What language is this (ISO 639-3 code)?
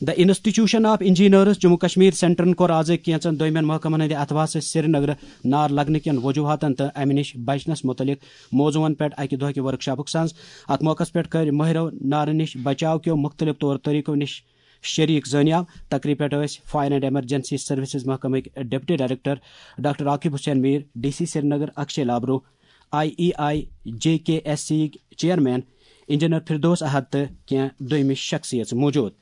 kas